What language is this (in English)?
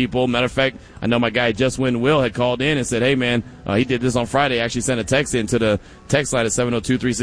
English